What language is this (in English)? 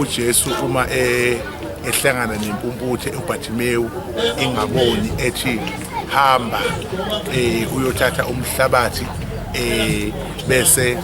Zulu